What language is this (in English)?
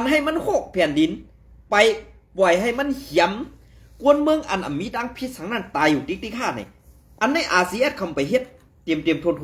Shan